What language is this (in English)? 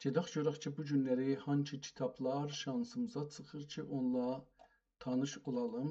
South Azerbaijani